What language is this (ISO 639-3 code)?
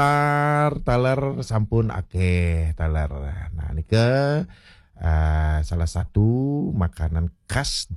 ban